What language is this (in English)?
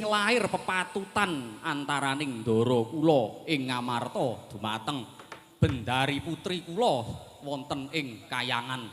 Javanese